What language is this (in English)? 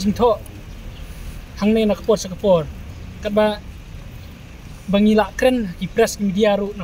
Khasi